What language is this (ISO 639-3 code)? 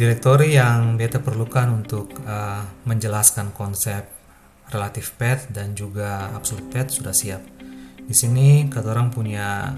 abs